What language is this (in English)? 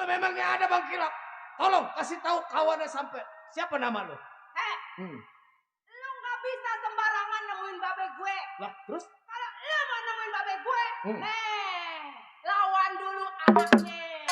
Betawi